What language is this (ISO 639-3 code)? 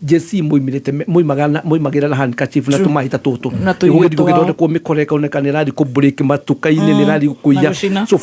kik